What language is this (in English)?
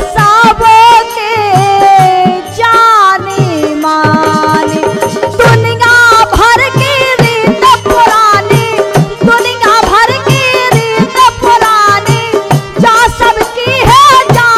Bundeli